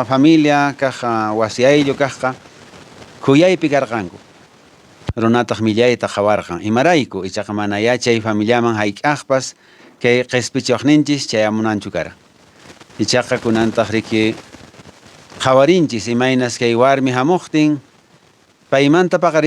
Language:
Quechua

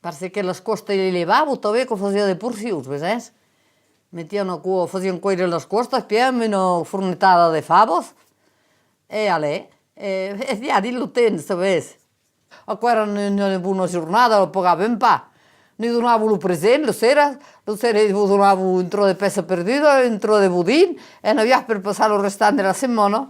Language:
Occitan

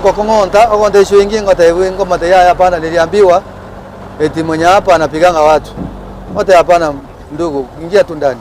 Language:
Gusii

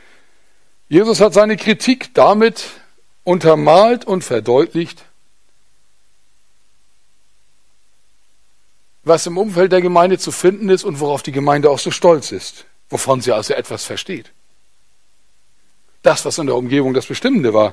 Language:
German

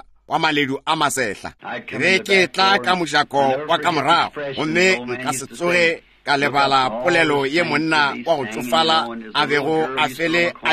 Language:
Northern Sotho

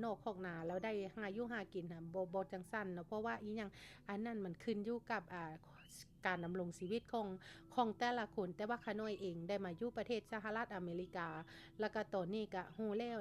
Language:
Lao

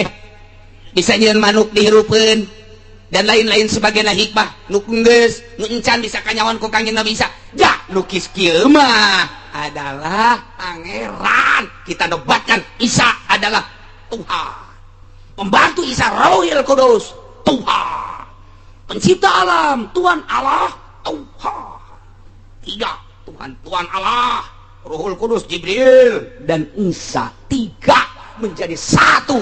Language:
Sundanese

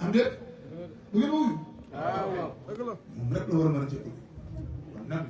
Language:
Wolof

